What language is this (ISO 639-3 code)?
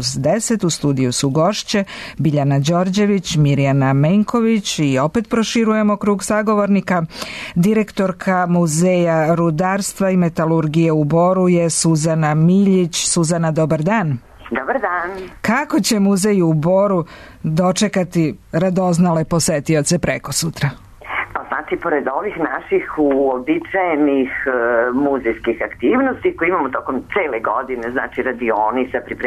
srp